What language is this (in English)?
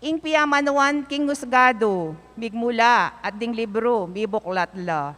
Pampanga